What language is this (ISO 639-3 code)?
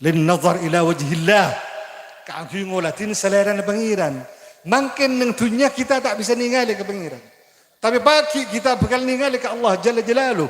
mad